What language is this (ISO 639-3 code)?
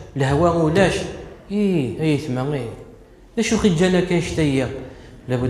kab